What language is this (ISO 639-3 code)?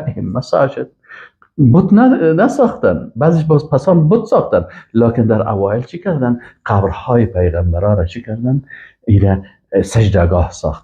fas